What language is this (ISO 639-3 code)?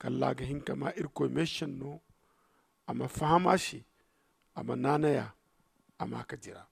dje